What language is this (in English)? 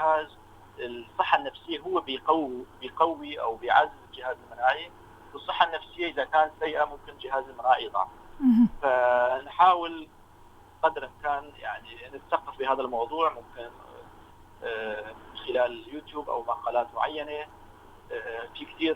North Levantine Arabic